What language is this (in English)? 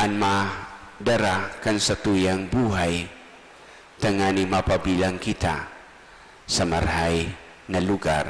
Bikol